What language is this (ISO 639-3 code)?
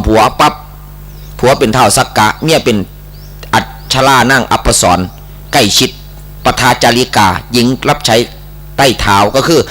tts